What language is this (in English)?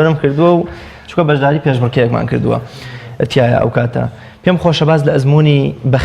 Central Kurdish